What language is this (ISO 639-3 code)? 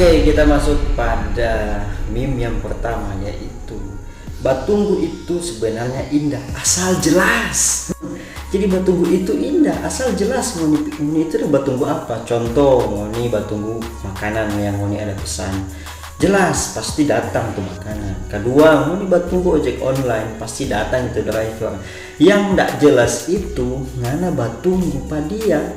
xmm